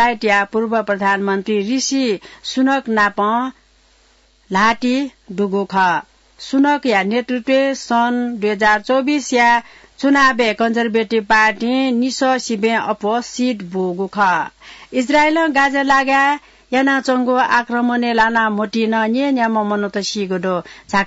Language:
Newari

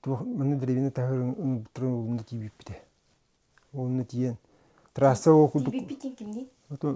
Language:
Yakut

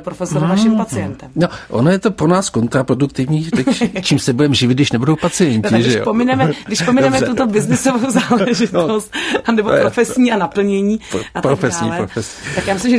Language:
Czech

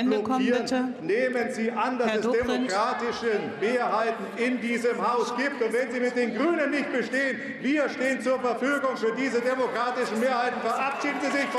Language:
German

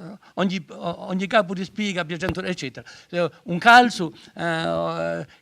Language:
Corsican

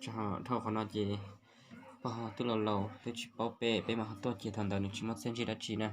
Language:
Hmong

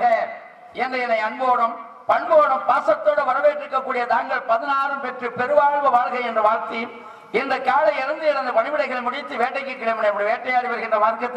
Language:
Tamil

